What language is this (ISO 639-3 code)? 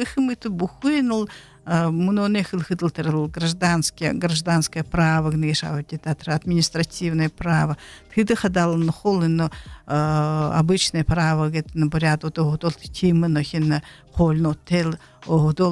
bua